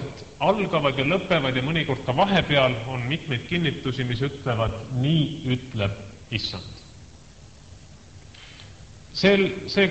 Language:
Estonian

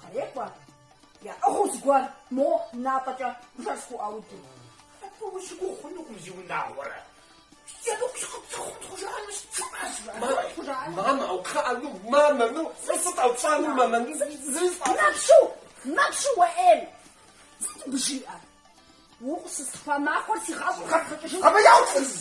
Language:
Kabardian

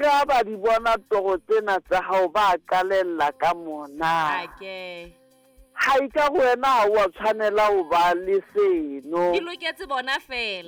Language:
Southern Sotho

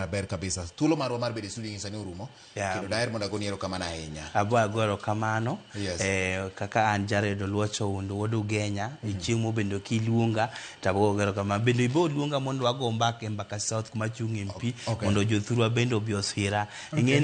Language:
Luo (Kenya and Tanzania)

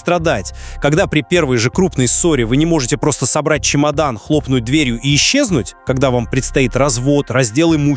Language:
Russian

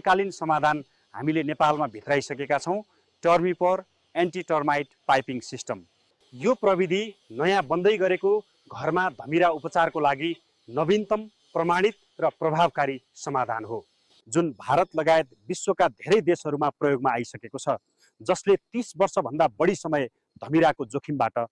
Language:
Nepali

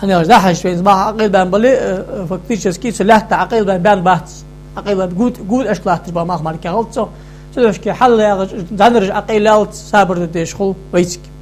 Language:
Ingush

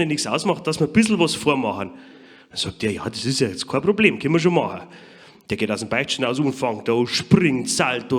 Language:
Bavarian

